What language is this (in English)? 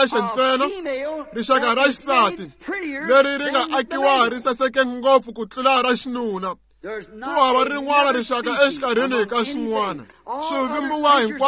Tsonga